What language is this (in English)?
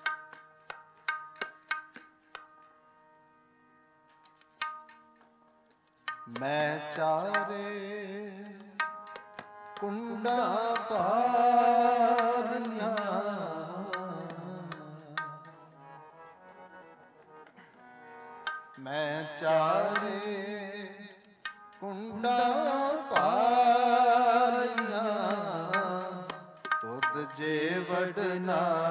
Punjabi